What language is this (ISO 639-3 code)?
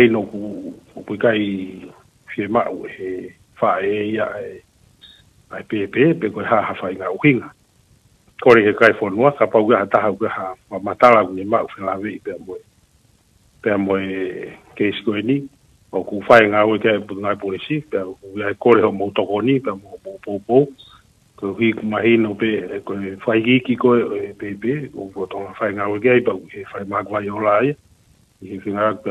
ton